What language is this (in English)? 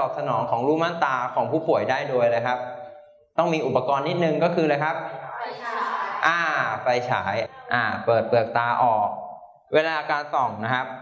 Thai